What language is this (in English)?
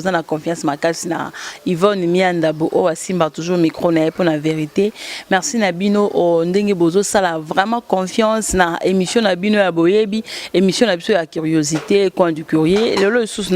Lingala